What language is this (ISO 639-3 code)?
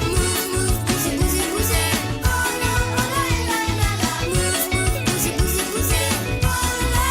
mfe